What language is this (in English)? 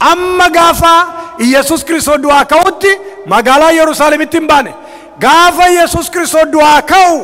Oromo